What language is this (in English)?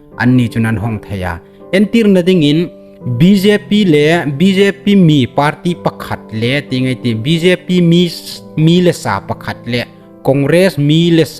Hmar